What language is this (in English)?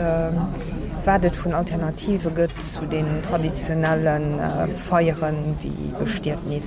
Luxembourgish